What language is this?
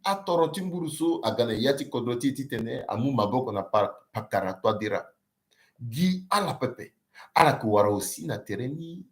Sango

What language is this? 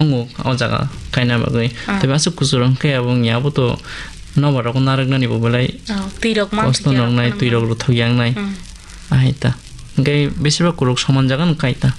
Kok Borok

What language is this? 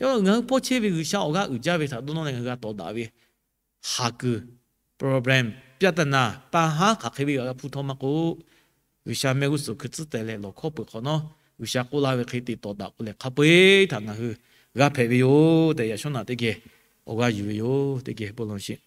Lahu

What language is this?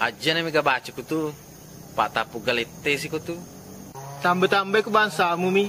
Buginese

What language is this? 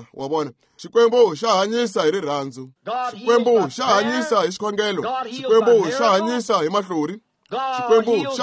Tsonga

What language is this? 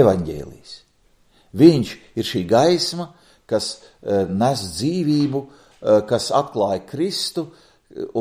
Latvian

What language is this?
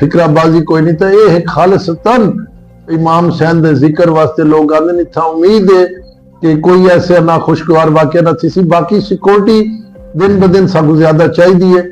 Saraiki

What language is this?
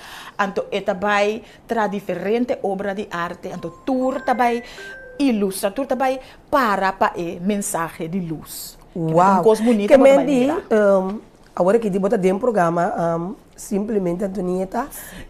Papiamento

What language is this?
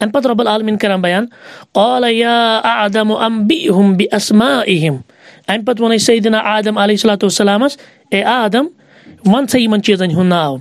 Kashmiri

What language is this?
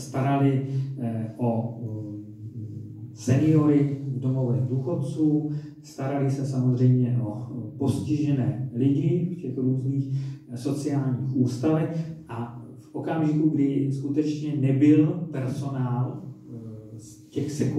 Czech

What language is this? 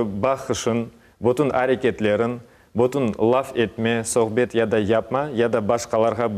Crimean Tatar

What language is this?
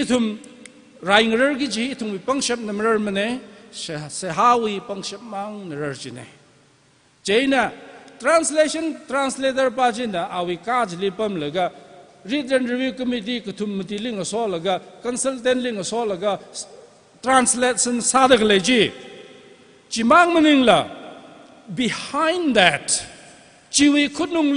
Tangkhul Naga (India)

